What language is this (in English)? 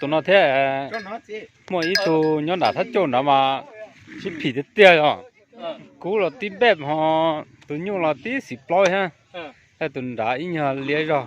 Hmong